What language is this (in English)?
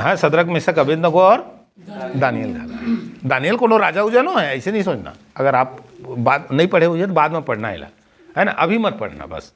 Chhattisgarhi